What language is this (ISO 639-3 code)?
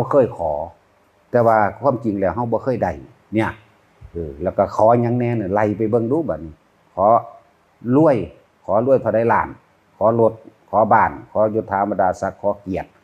tts